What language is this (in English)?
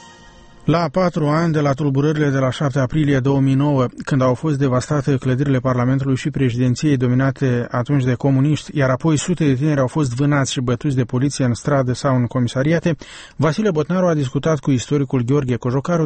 Romanian